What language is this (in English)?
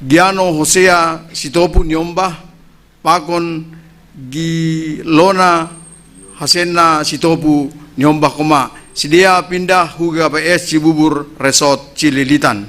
Batak Simalungun